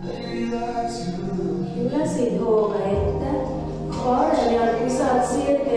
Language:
Estonian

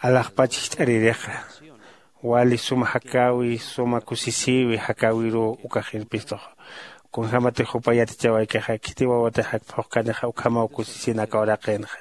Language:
Aymara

